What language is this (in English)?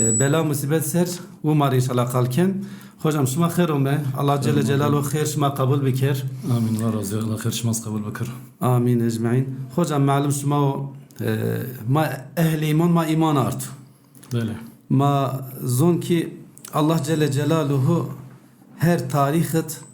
Zaza